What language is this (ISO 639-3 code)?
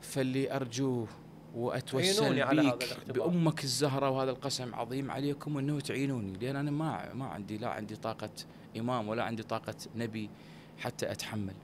acm